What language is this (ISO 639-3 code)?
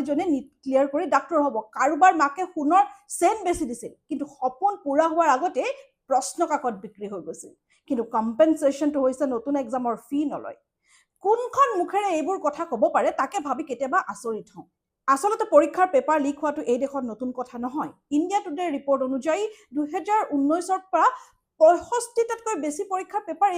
asm